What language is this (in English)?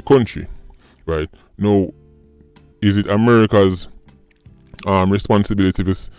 Jamaican Creole English